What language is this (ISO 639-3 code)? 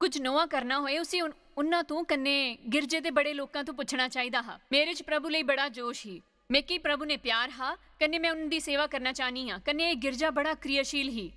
doi